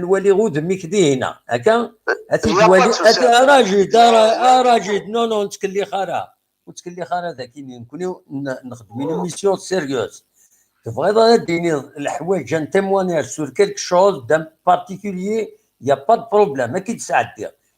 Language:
Kabyle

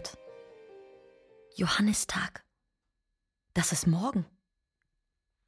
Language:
German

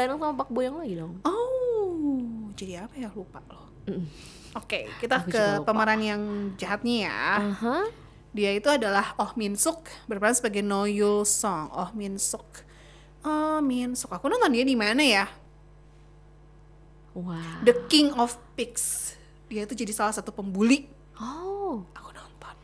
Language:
Indonesian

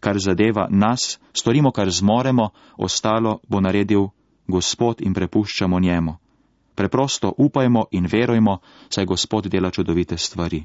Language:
Slovenian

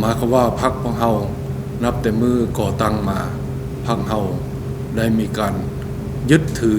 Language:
Lao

